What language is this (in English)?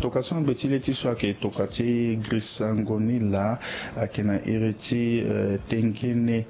Sango